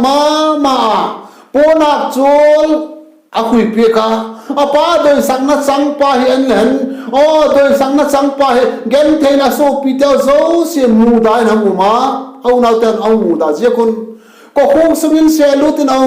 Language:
Vaiphei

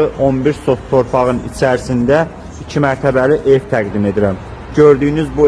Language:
Azerbaijani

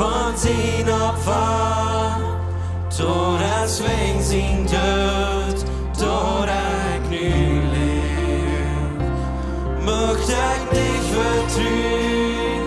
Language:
Plautdietsch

